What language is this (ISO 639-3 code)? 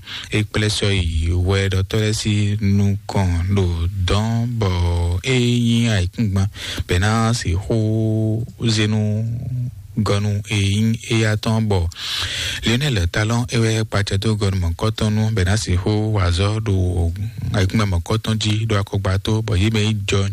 fon